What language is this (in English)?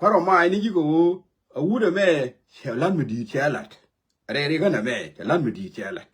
Nuer